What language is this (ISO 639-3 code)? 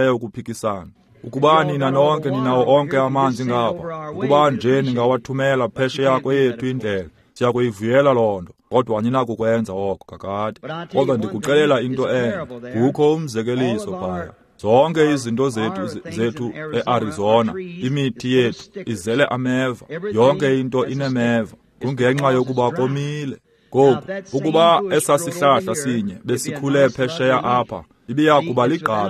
xho